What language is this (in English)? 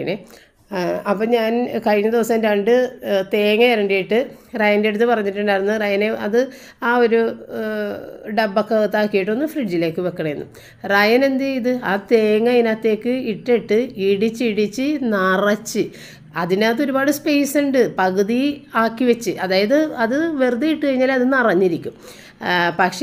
Malayalam